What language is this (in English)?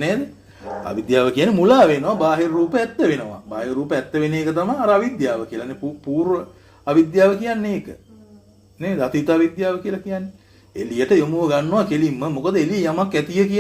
Sinhala